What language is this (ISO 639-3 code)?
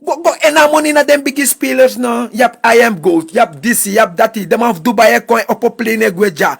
srn